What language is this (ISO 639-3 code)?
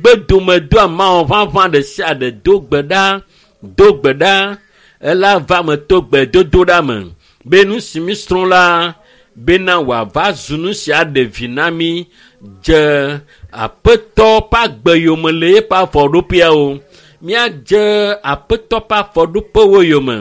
ewe